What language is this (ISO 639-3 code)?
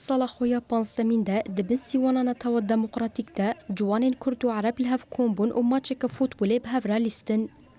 kur